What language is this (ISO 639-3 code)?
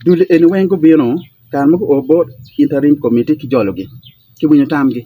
ach